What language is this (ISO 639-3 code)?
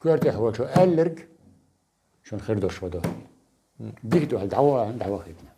che